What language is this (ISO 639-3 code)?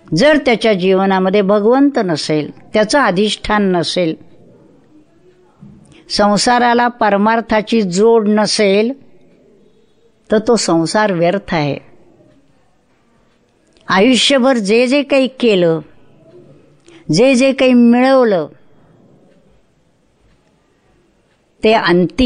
mar